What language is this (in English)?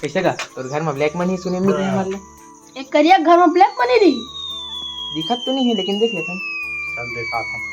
Chhattisgarhi